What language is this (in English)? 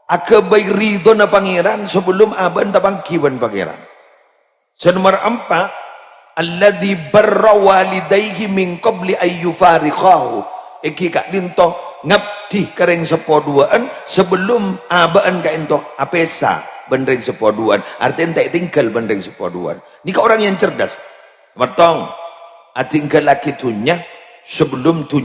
Madurese